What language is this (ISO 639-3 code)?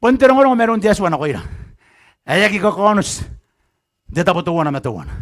gil